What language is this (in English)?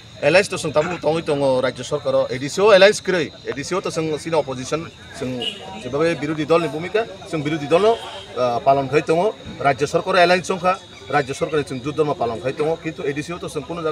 Kok Borok